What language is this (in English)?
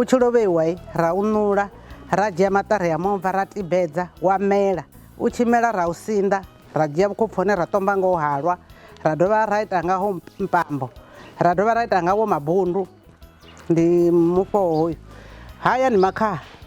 Venda